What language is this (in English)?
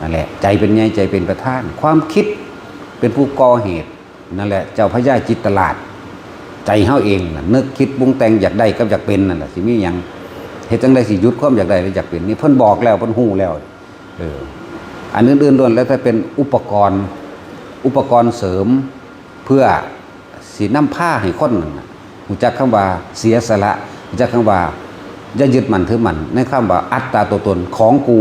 Lao